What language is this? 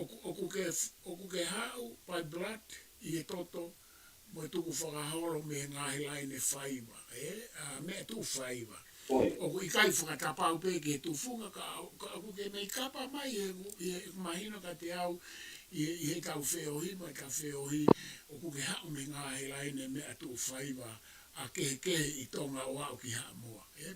Tongan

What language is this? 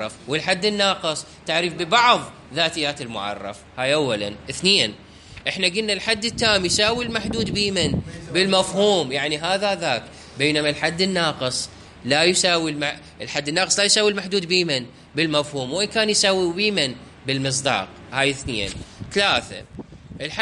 Mesopotamian Arabic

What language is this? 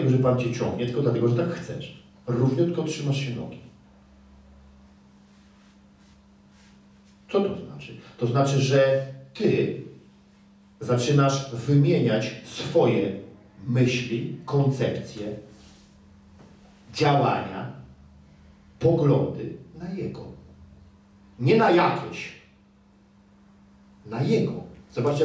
Polish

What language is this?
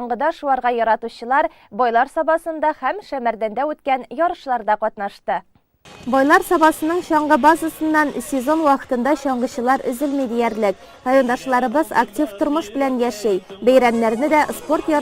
Tatar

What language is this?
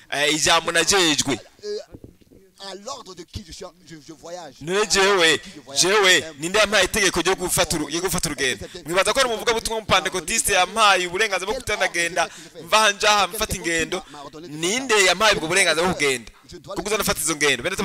Rundi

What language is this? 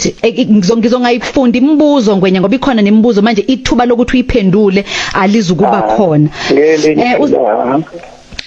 Zulu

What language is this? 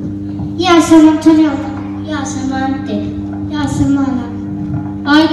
Croatian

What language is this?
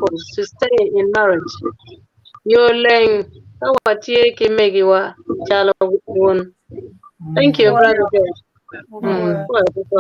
Acoli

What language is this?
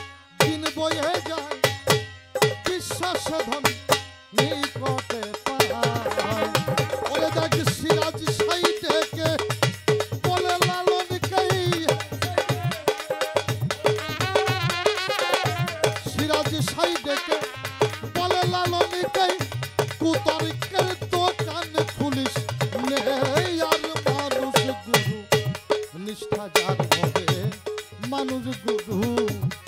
Bangla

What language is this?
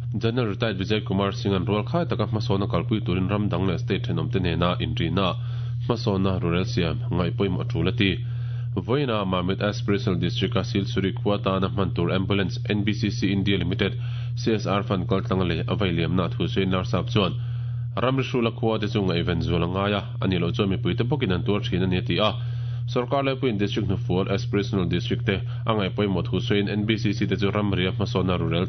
Mizo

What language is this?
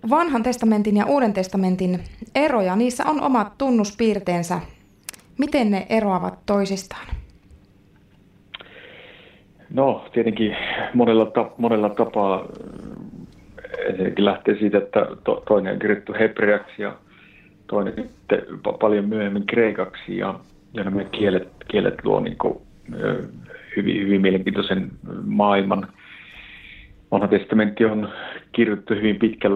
Finnish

